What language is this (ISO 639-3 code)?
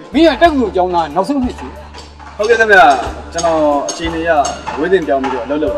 mya